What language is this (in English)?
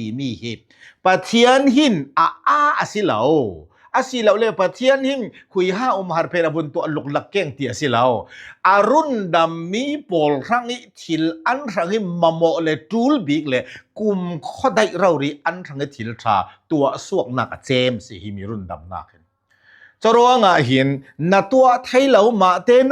Falam Chin